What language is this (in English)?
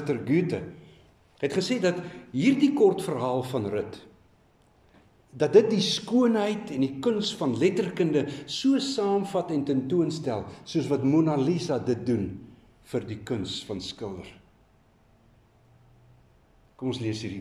Afrikaans